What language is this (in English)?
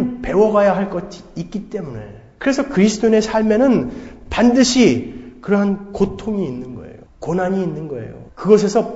Korean